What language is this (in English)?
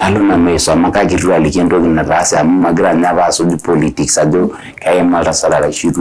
Masai